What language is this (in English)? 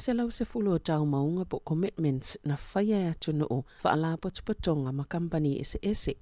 Samoan